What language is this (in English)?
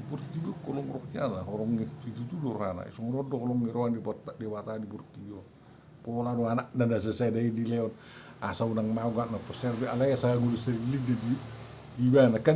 Batak Toba